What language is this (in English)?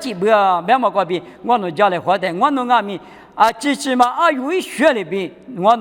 Lisu